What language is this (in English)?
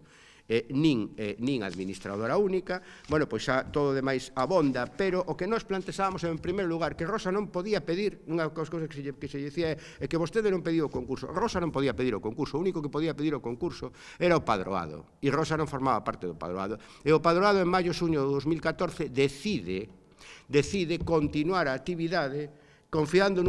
Galician